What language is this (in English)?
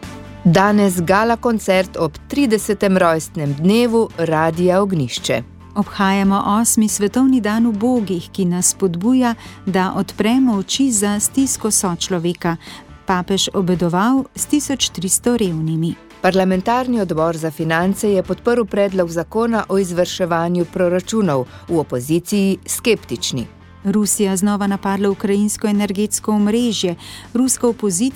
Slovenian